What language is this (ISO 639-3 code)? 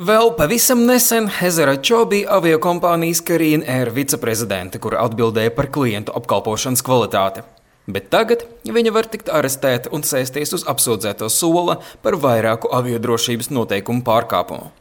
lav